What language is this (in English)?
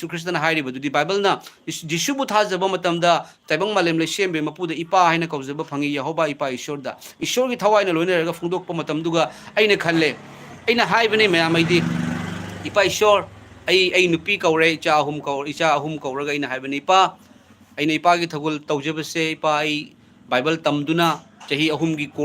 Manipuri